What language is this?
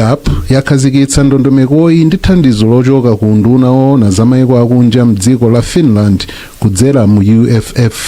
Nyanja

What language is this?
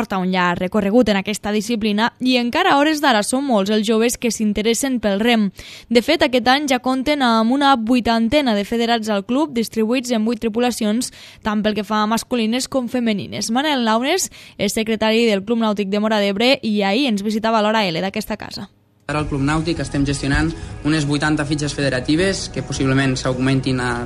Catalan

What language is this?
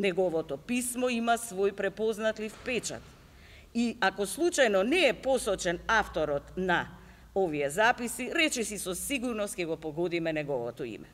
Macedonian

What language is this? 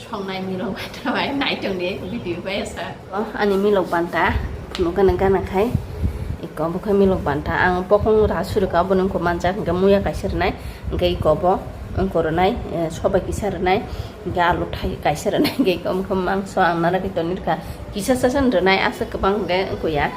Kok Borok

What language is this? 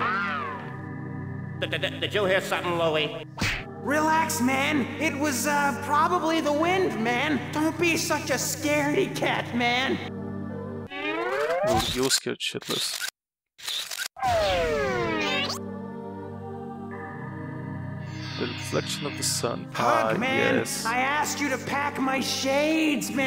English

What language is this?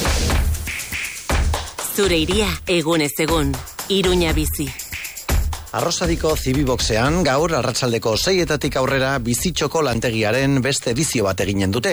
Basque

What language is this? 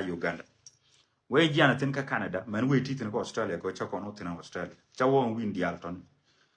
Nuer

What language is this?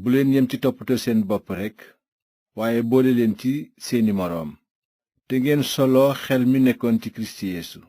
Wolof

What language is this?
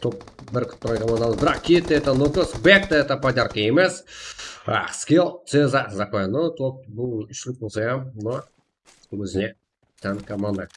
Kara-Kalpak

